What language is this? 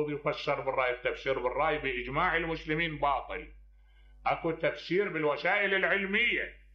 Mesopotamian Arabic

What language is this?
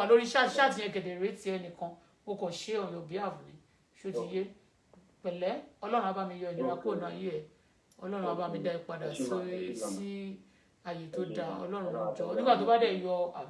Yoruba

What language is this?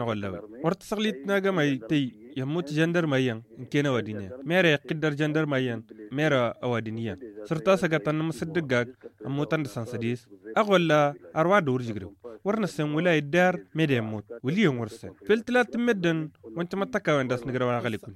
Tamasheq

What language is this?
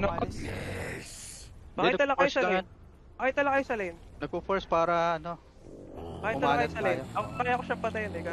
Filipino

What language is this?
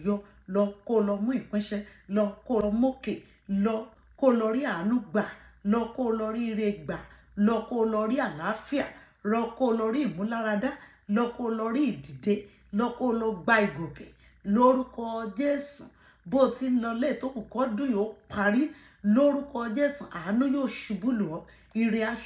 Yoruba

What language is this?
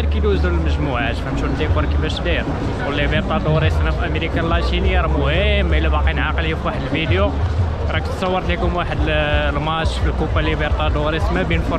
Moroccan Arabic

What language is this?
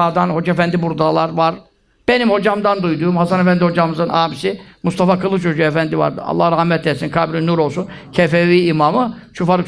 Turkish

